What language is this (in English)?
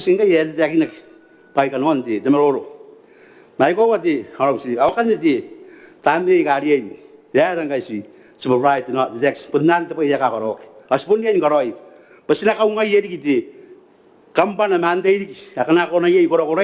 Gilbertese